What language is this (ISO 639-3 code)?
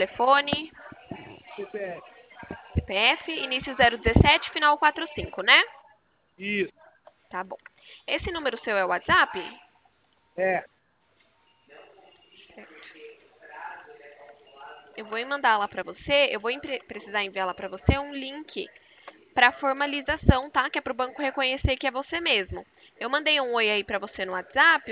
por